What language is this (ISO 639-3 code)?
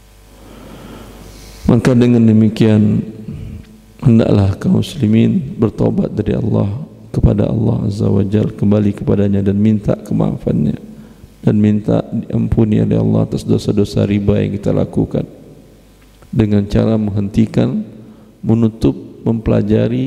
ind